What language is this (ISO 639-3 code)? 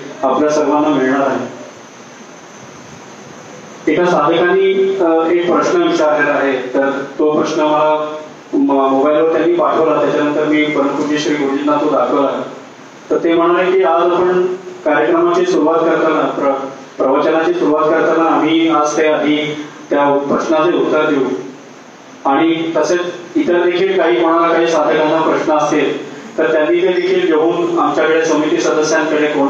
mar